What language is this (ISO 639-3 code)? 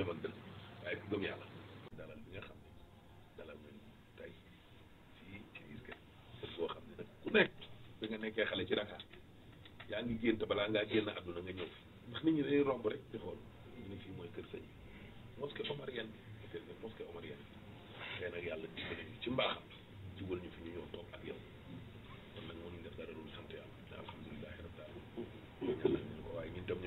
wol